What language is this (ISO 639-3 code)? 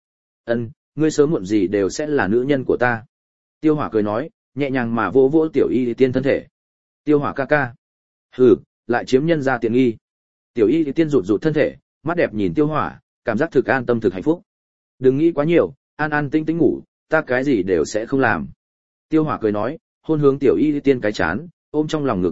vie